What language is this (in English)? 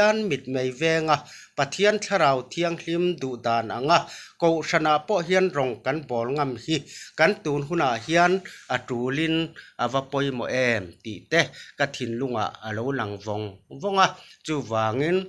Mizo